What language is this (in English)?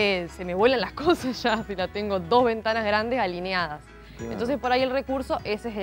Spanish